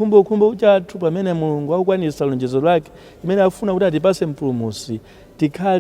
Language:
Nyanja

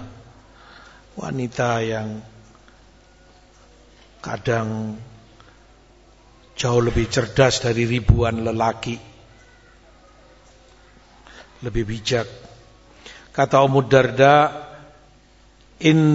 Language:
Indonesian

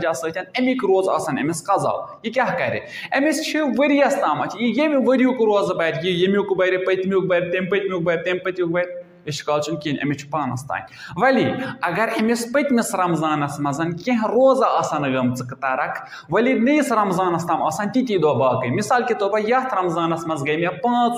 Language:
Kashmiri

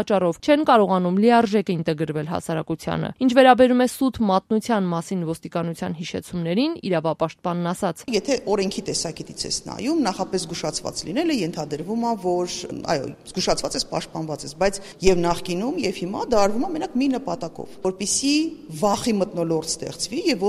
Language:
Armenian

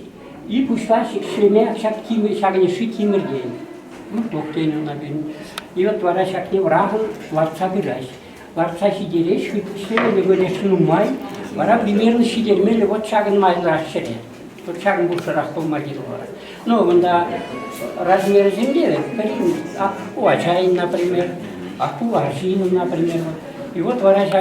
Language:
Chuvash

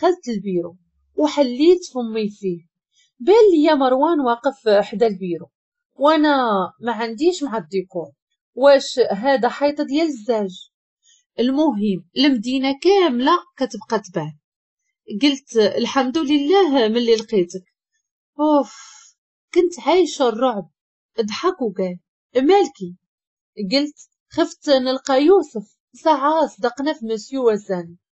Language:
Moroccan Arabic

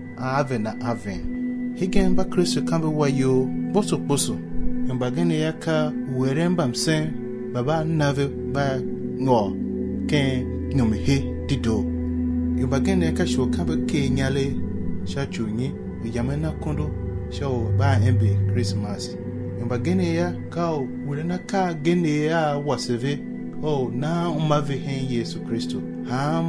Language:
Tiv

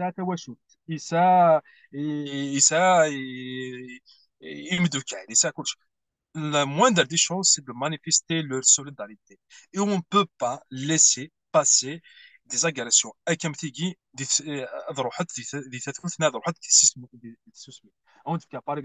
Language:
Kabyle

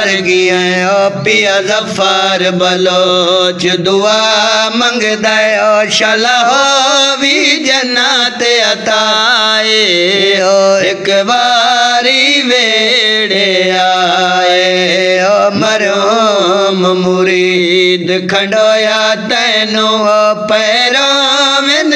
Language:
Saraiki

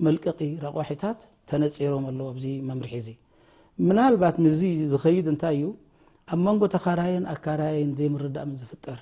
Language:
Tigrinya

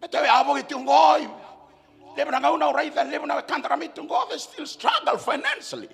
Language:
Fijian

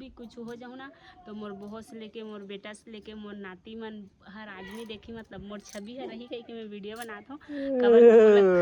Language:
Chhattisgarhi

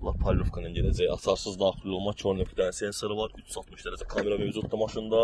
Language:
Azerbaijani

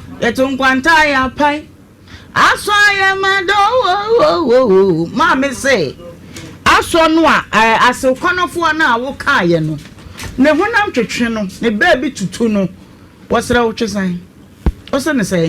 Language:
Akan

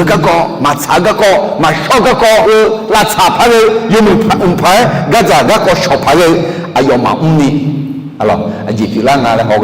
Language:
Akha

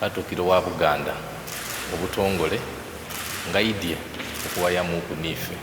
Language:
Soga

